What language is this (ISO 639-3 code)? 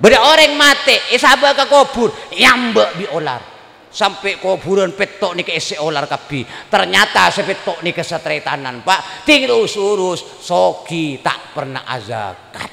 mad